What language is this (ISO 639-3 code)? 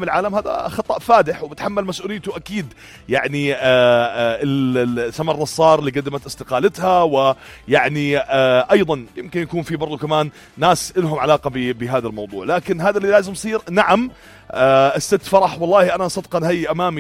apc